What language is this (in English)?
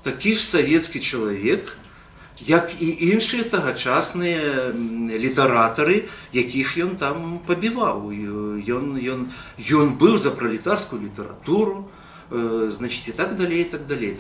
Belarusian